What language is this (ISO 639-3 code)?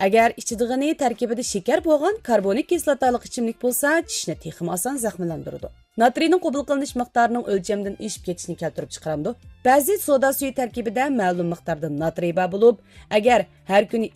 uig